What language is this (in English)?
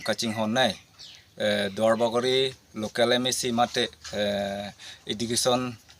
Karbi